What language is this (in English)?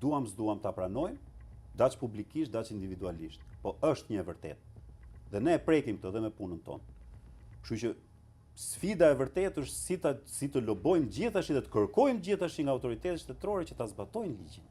Albanian